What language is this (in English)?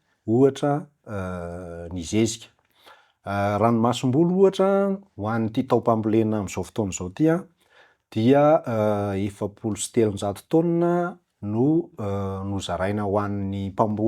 Malagasy